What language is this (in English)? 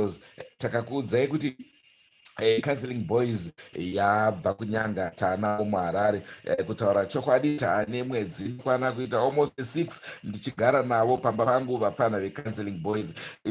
Shona